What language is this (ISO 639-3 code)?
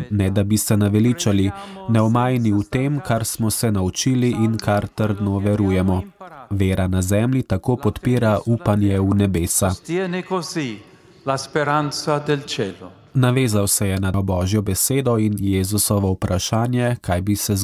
slv